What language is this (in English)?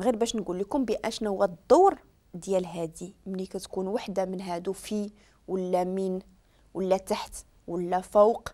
Moroccan Arabic